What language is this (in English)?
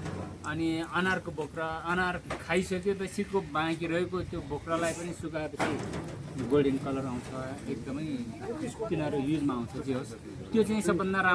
Nepali